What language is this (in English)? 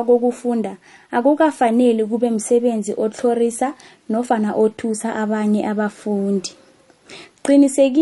South Ndebele